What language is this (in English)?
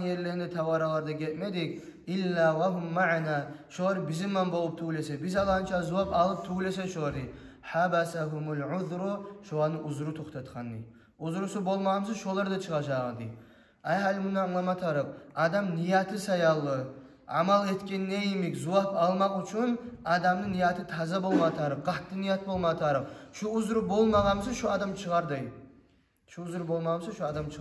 Kumyk